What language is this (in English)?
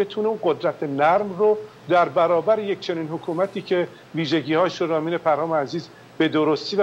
Persian